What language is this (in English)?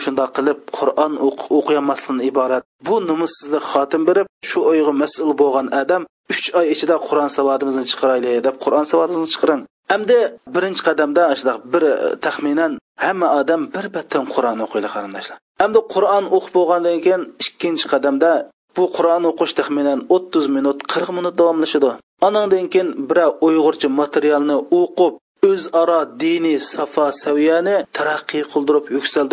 Uyghur